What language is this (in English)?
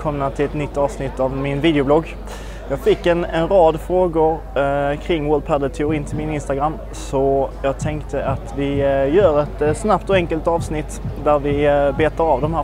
Swedish